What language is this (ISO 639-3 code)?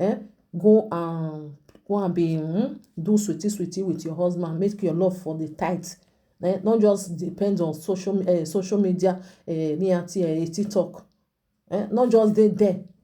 pcm